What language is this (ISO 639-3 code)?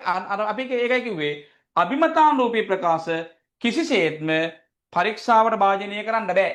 sin